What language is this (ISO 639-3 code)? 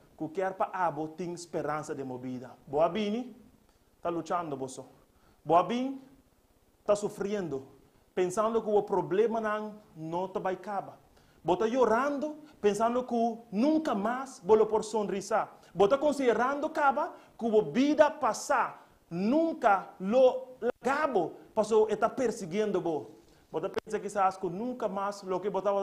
pap